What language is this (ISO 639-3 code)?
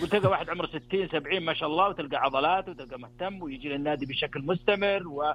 ars